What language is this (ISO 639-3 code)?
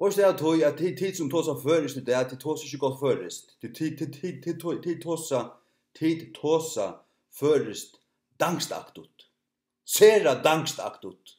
fao